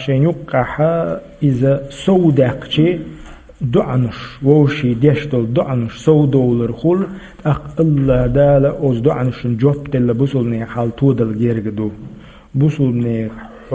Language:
Chechen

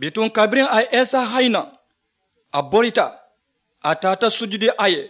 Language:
Mandingo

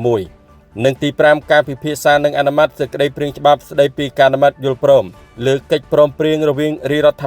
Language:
Khmer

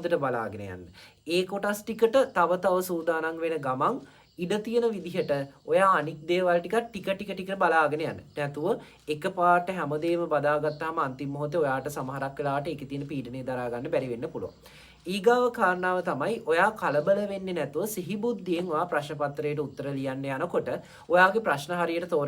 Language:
Sinhala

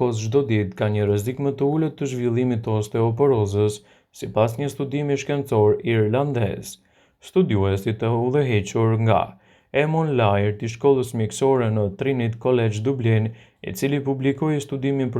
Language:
Albanian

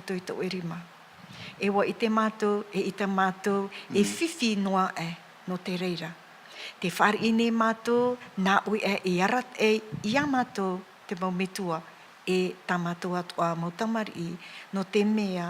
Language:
Tahitian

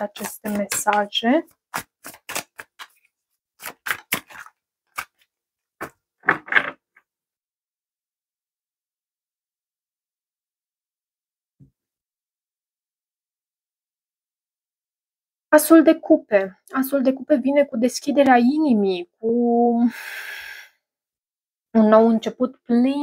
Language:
Romanian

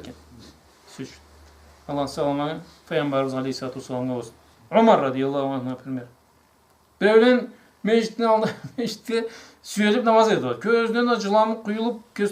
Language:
Karachay-Balkar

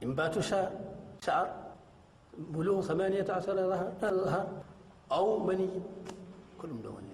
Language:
Fula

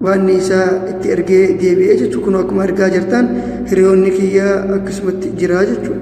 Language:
Oromo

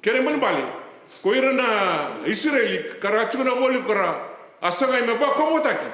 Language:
Fijian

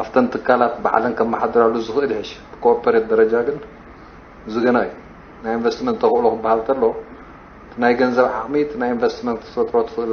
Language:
Tigrinya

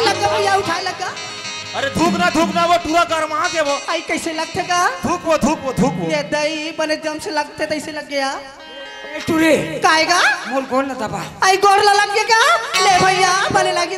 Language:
Chhattisgarhi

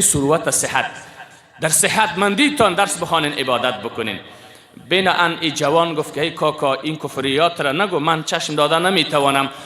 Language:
Persian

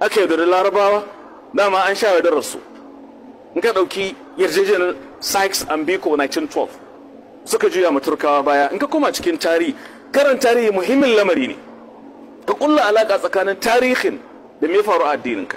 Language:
Hausa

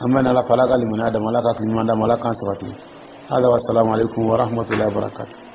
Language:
Dyula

